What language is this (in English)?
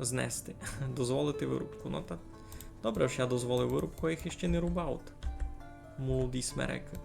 Rusyn